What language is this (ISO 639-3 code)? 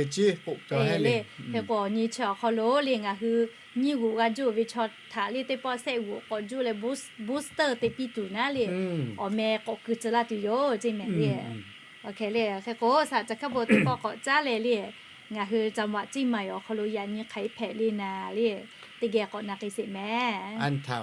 lhu